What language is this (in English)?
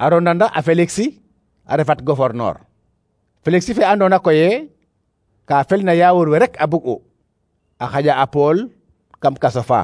Serer